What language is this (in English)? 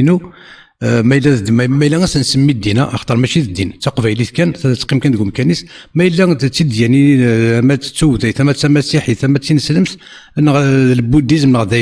Kabyle